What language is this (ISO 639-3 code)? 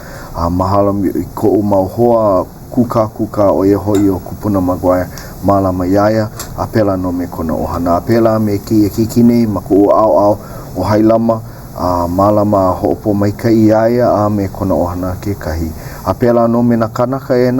haw